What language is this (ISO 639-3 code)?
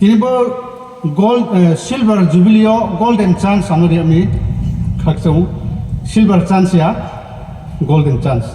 ria